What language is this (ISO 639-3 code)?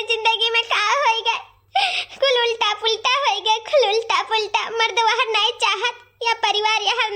awa